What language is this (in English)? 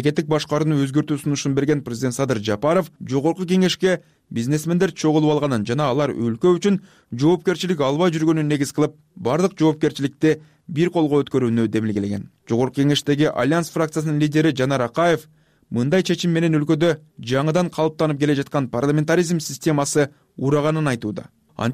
Kyrgyz